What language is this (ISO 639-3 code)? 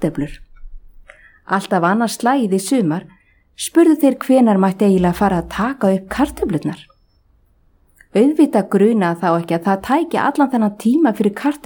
isl